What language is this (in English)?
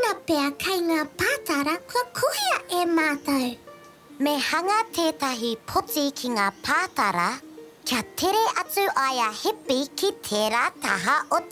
Māori